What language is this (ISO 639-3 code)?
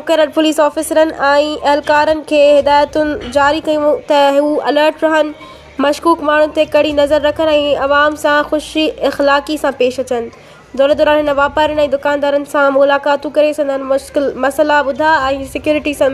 snd